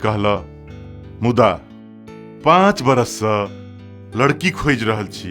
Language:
Maithili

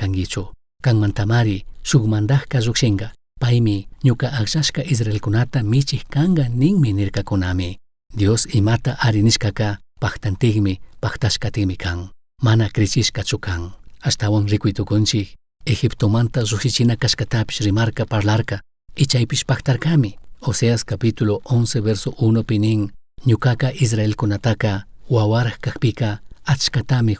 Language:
Chimborazo Highland Quichua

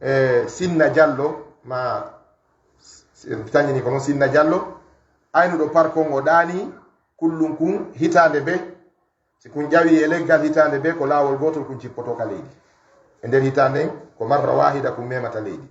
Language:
Fula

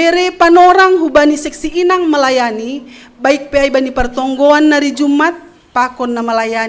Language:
Batak Simalungun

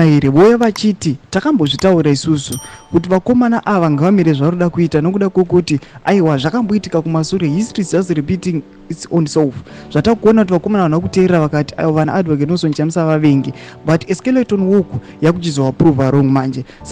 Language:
Shona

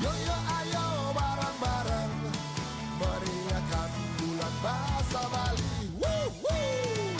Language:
Balinese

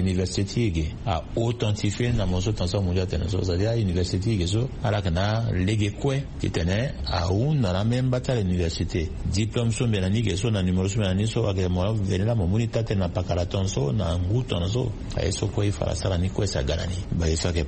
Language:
Sango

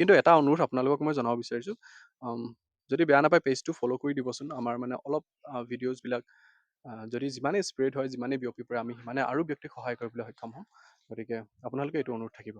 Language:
Assamese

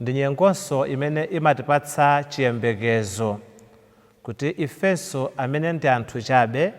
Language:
Nyanja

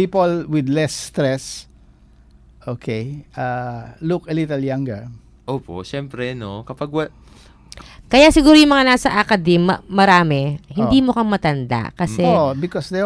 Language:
Filipino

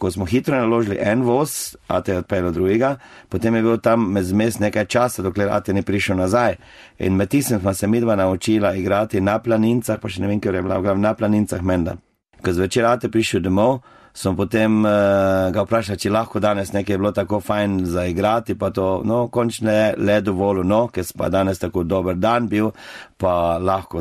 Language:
Slovenian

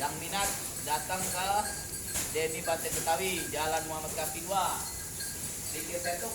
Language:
Betawi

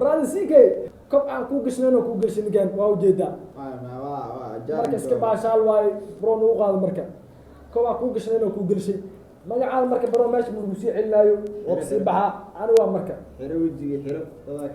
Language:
Somali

